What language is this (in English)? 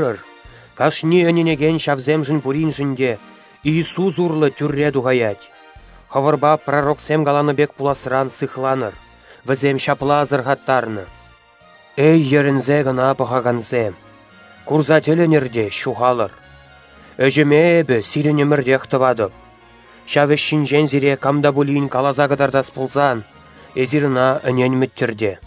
Chuvash